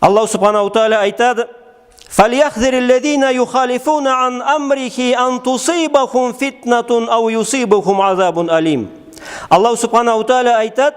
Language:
Karachay-Balkar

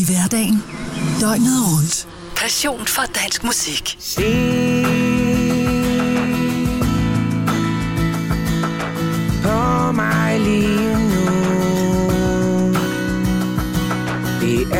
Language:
Danish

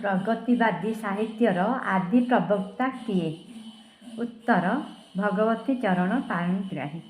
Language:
Odia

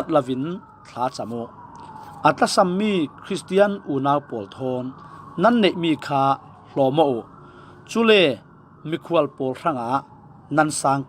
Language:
Falam Chin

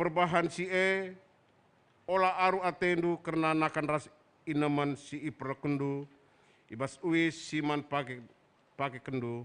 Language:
Batak Karo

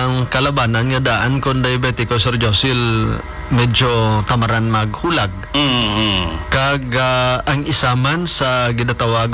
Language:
Hiligaynon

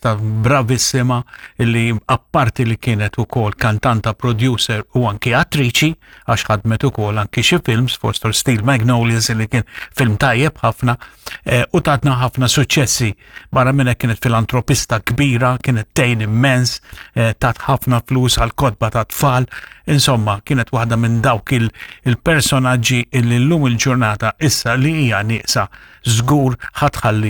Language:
Maltese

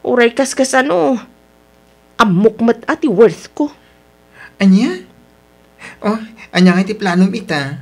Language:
Iloko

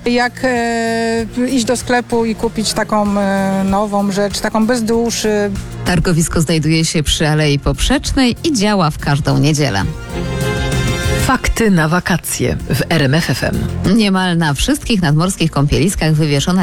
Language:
Polish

